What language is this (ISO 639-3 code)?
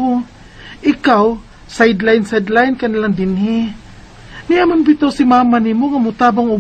ceb